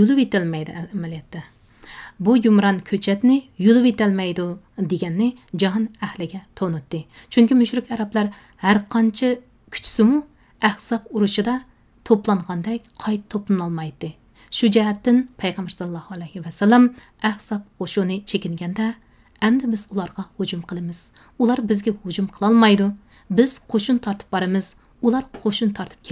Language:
Uyghur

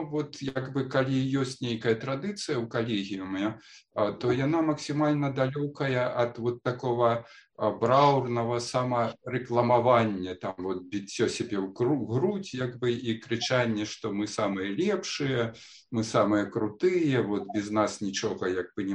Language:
Belarusian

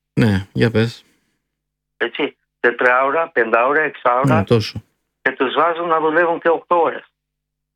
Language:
Greek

